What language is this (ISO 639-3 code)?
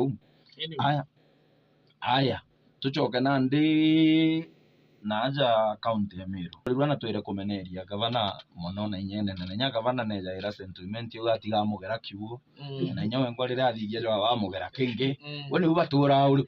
mer